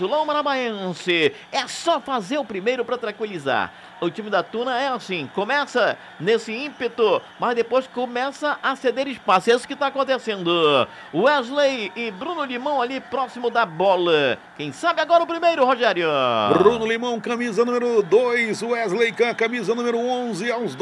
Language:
Portuguese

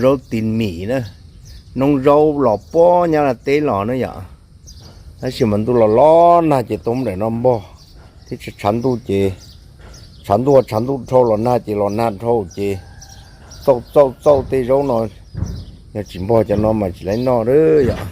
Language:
Hmong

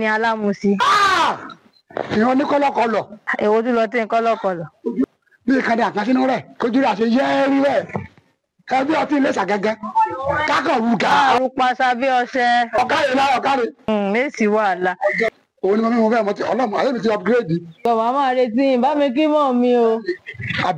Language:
Yoruba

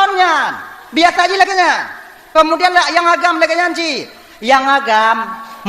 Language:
Achinese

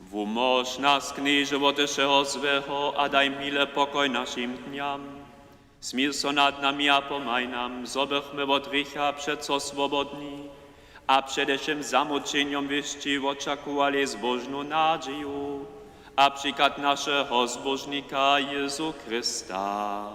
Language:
Upper Sorbian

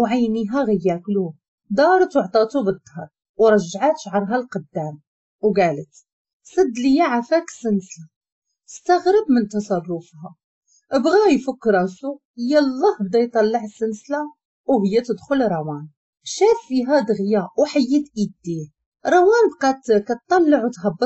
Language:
Moroccan Arabic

